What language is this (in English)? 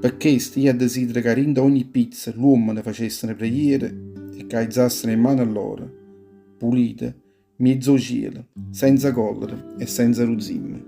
Neapolitan